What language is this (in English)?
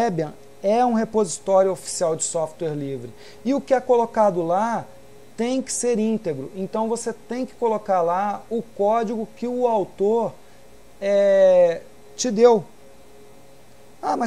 Portuguese